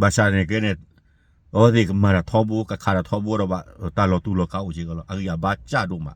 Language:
S'gaw Karen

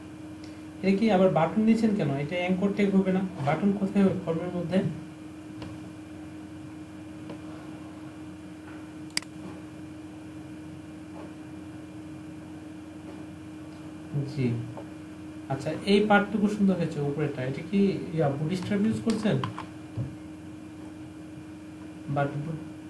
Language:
Bangla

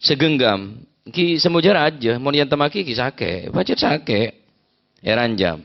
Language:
Madurese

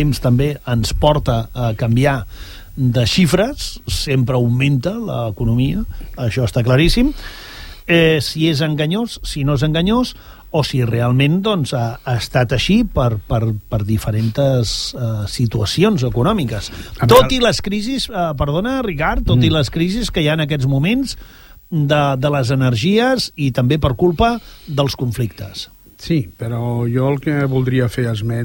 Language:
Catalan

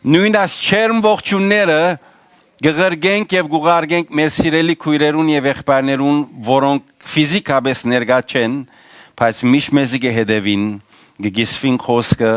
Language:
Western Armenian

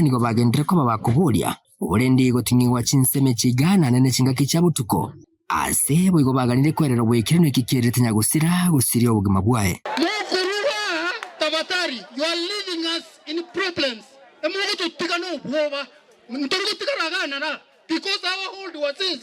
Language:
Gusii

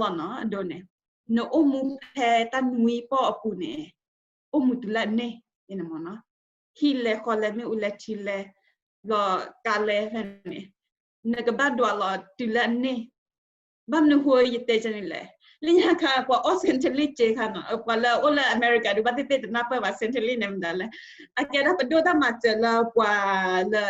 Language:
S'gaw Karen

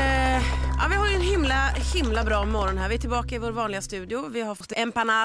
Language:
Swedish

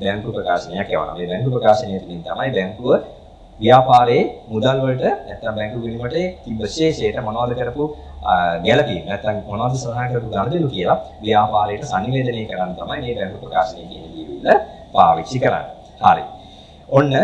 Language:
Sinhala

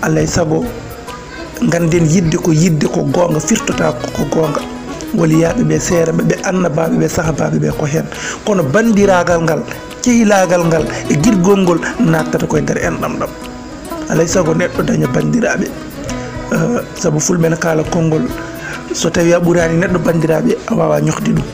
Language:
Fula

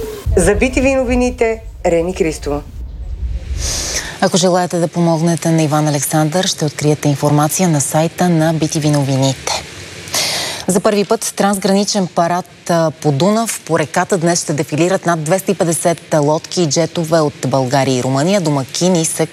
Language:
Bulgarian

